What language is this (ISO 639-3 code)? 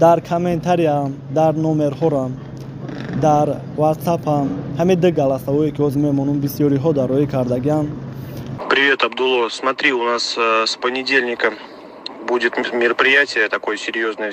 tgk